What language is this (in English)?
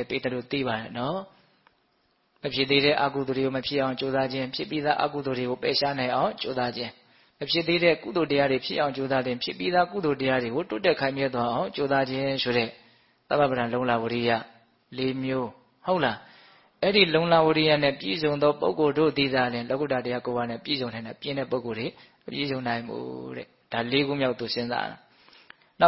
Burmese